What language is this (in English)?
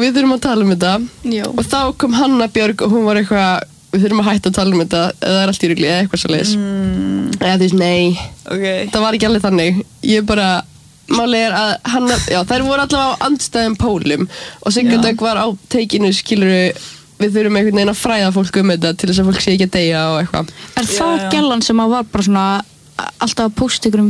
Icelandic